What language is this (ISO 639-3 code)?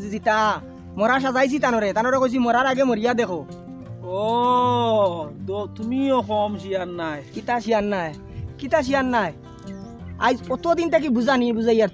syl